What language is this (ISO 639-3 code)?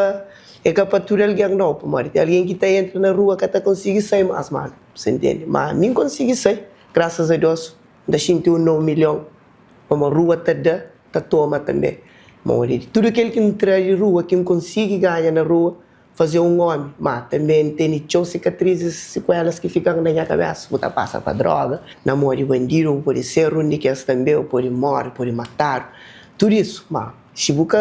kea